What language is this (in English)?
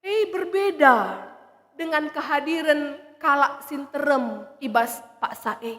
Batak Karo